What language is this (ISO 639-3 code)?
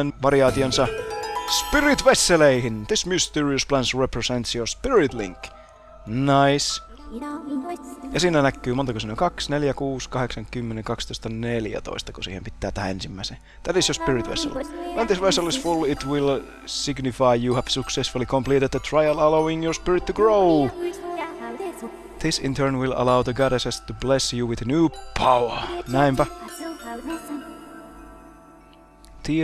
fin